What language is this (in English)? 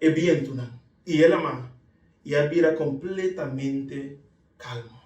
Papiamento